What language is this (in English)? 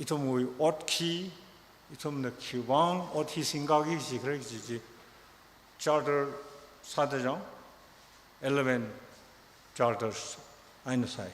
Tangkhul Naga (India)